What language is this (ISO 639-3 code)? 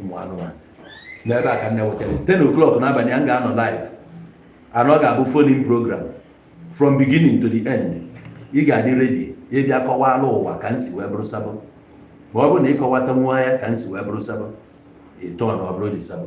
ibo